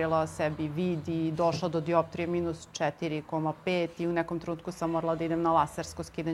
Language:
Serbian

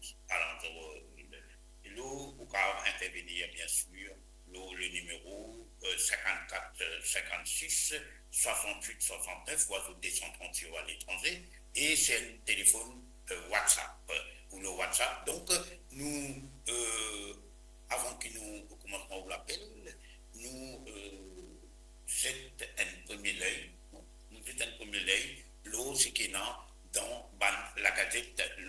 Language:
Morisyen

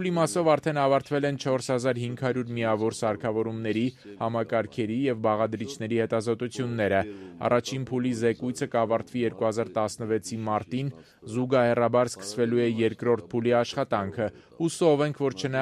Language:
Armenian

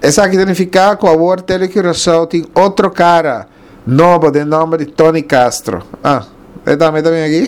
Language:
Papiamento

